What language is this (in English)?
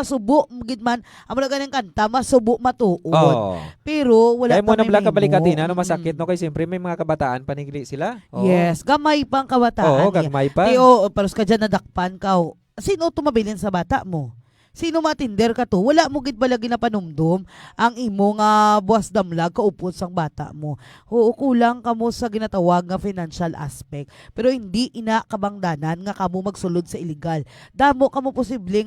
Hiligaynon